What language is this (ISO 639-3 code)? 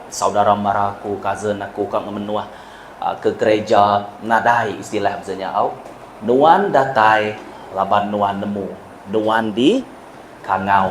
iba